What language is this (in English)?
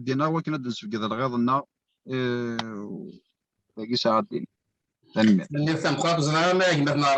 Kabyle